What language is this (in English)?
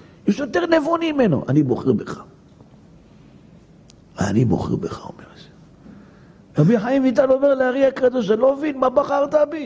Hebrew